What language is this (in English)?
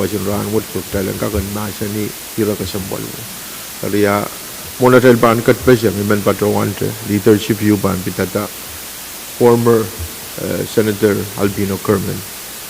Pohnpeian